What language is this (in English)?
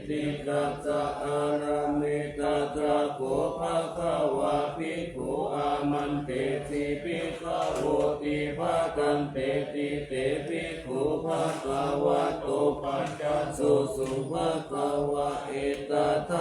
Pali